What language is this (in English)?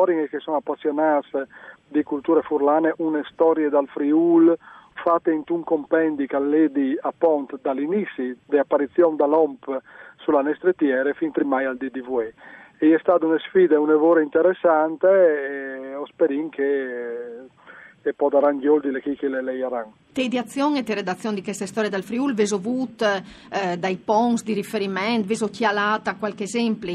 Friulian